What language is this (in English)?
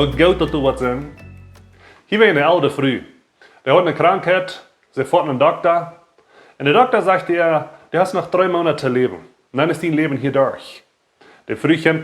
Plautdietsch